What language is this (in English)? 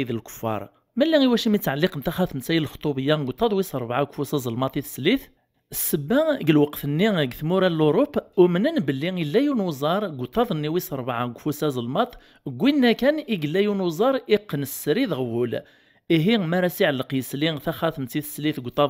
Kabyle